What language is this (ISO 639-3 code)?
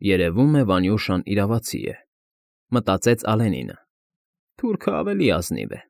hye